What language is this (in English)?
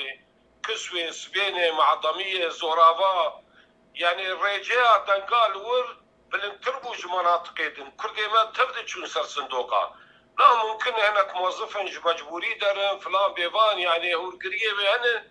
Kurdish